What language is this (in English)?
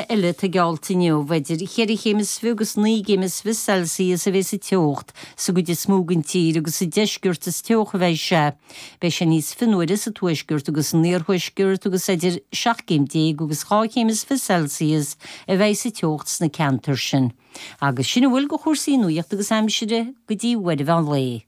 Irish